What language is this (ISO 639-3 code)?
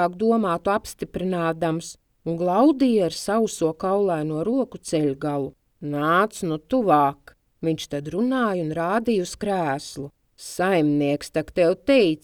lav